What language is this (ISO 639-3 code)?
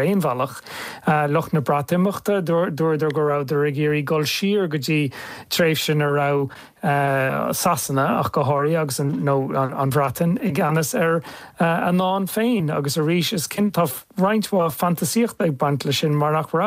gle